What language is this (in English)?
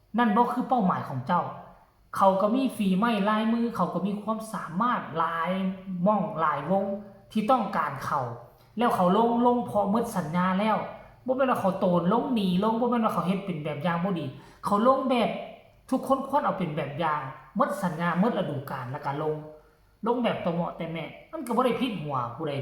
Northeastern Thai